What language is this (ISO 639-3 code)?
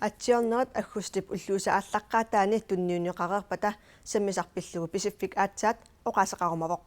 kal